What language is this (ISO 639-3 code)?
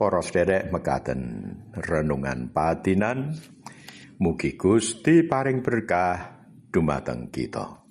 jav